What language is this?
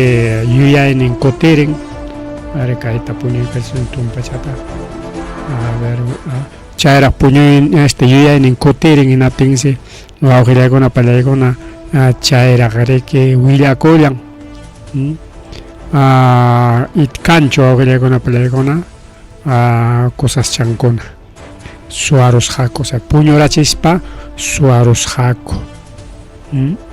Ayacucho Quechua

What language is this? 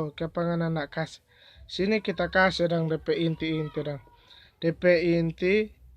Manado Malay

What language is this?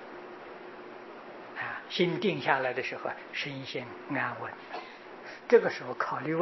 Chinese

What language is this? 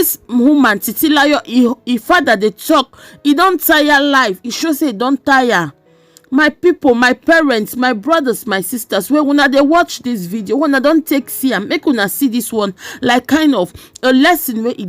Nigerian Pidgin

